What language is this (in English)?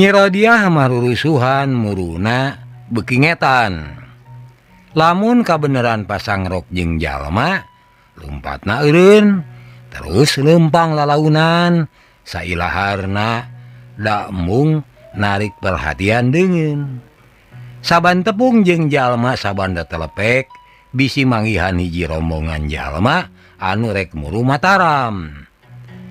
Sundanese